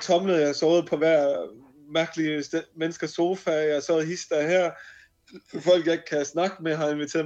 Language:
Danish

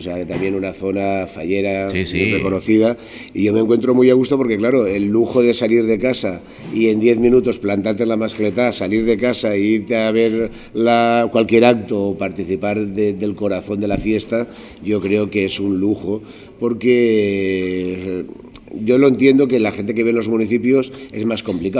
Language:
Spanish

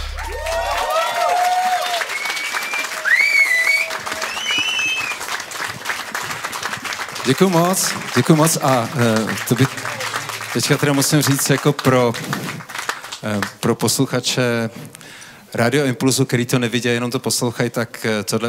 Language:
Czech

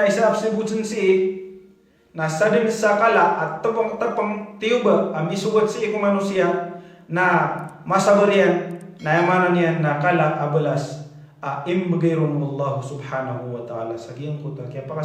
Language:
Maranao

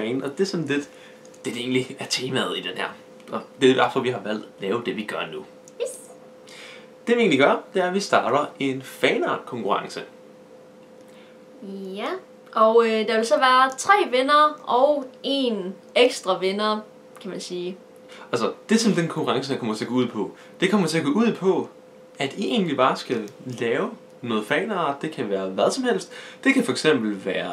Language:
Danish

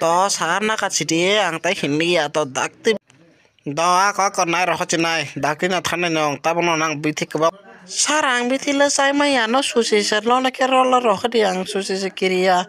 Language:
Kok Borok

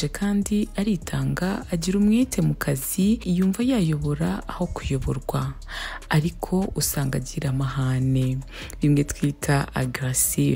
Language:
Kinyarwanda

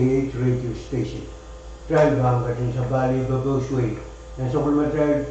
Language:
Pohnpeian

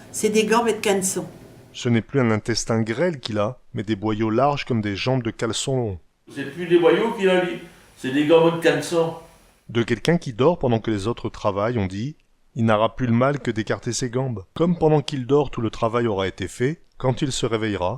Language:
Picard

